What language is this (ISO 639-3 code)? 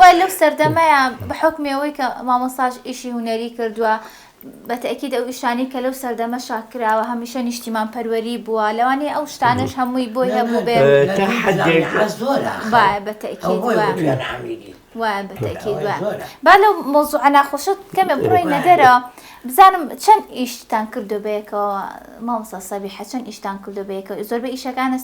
ckb